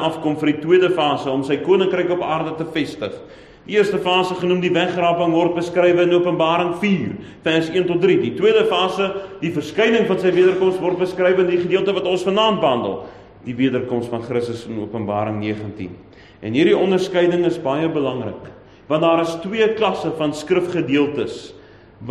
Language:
Afrikaans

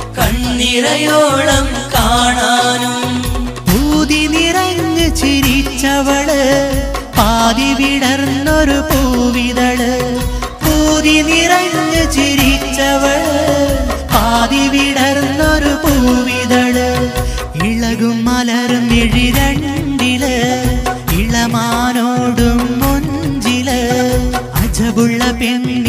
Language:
Malayalam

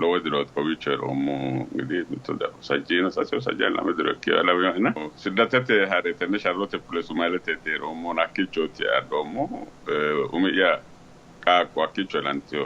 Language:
Sidamo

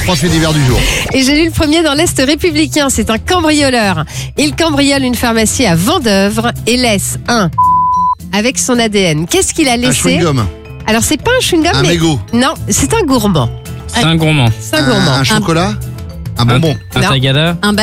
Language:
French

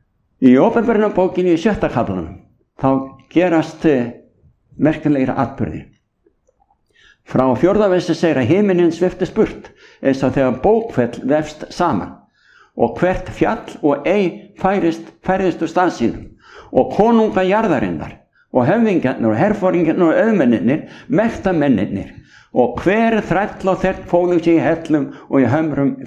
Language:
Icelandic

